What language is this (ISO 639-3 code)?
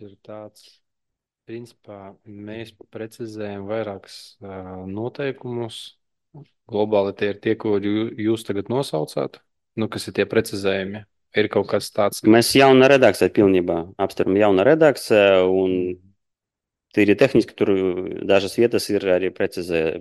lav